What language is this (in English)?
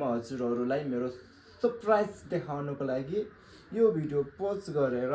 Nepali